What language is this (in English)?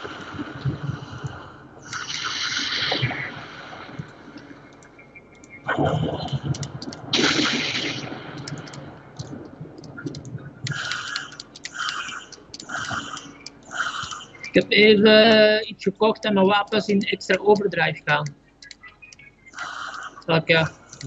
Dutch